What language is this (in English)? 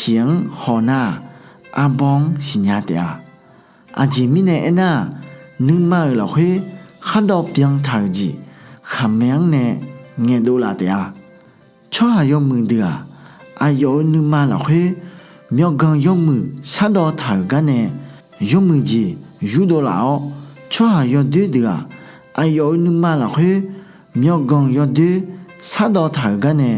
Akha